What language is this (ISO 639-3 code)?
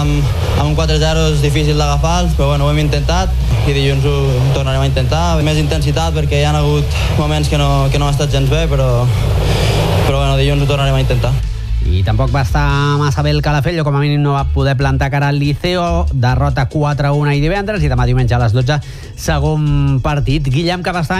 cat